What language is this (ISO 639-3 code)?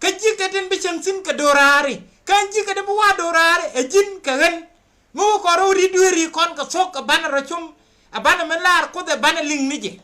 nus